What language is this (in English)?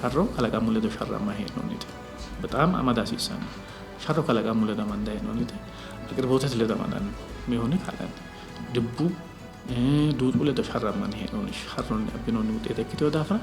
Sidamo